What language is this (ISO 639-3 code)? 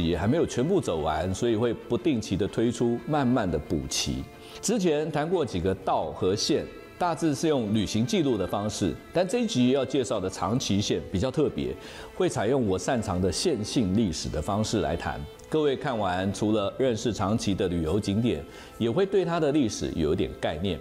zho